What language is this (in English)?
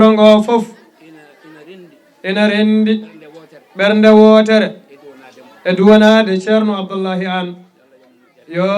Fula